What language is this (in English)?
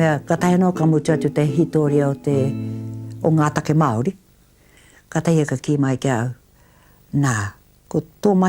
Māori